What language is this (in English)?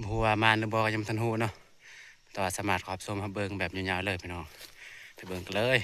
Northeastern Thai